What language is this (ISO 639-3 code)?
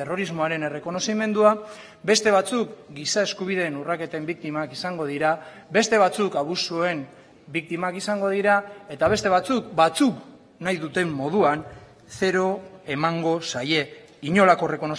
eus